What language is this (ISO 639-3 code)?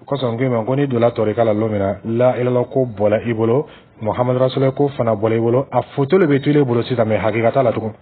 dyu